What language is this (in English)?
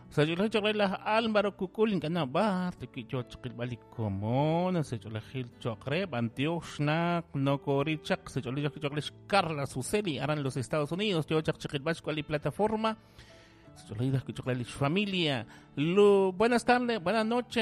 Kekchí